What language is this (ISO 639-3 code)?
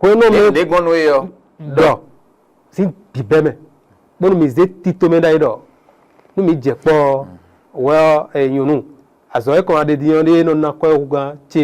fon